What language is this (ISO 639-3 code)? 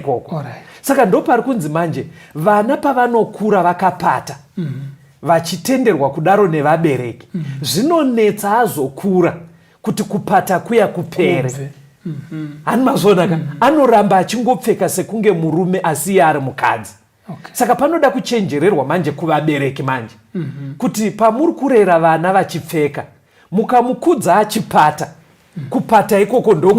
sna